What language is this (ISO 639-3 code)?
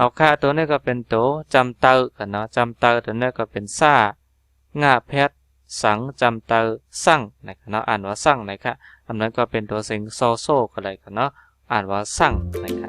shn